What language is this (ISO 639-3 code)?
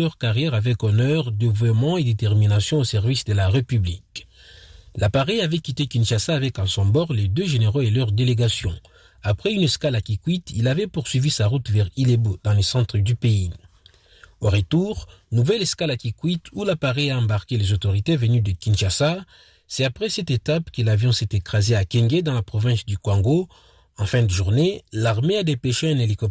fra